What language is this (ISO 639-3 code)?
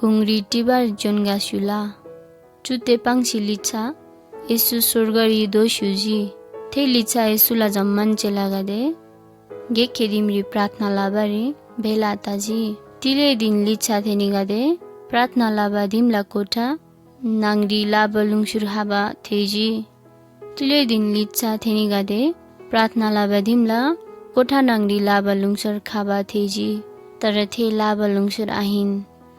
taj